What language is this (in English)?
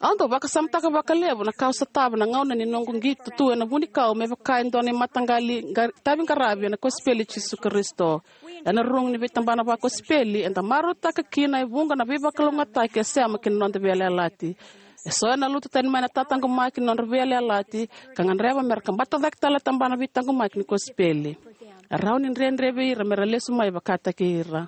Fijian